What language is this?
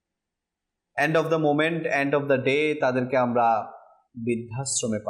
Bangla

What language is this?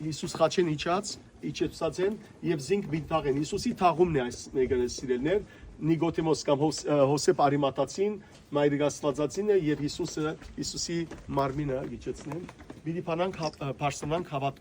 Western Armenian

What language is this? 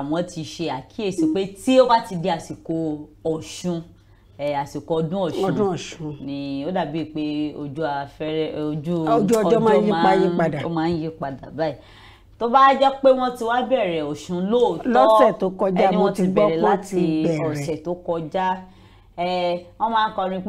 Yoruba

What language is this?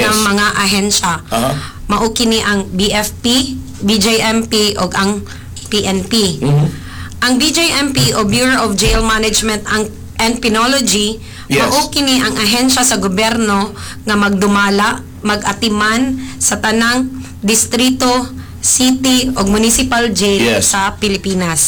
Cebuano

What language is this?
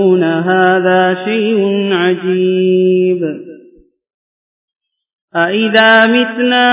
Tamil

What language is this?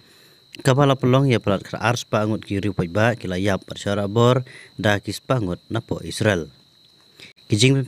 Khasi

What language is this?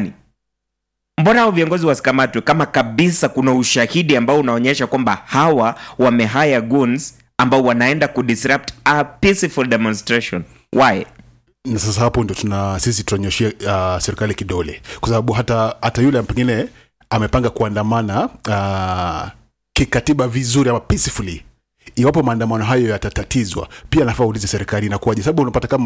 Swahili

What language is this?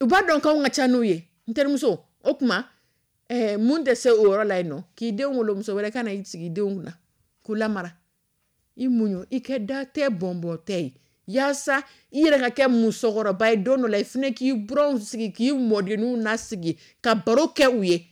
Dyula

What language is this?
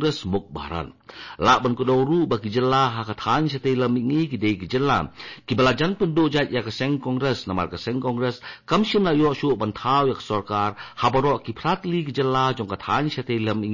Khasi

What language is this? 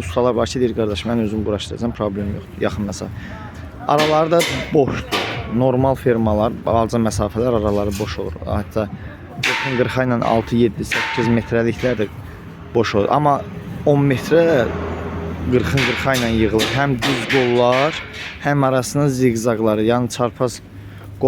Azerbaijani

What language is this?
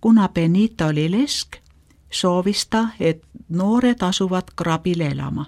Estonian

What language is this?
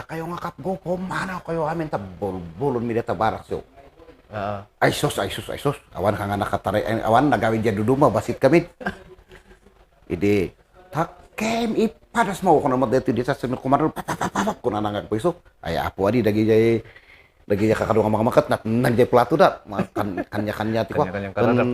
Kankanaey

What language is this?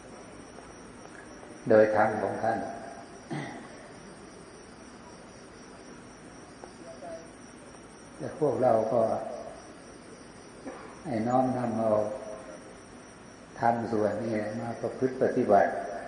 Thai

